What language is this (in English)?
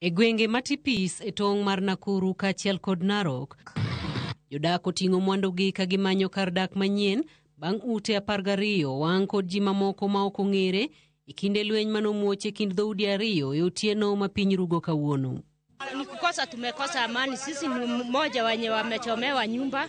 Luo (Kenya and Tanzania)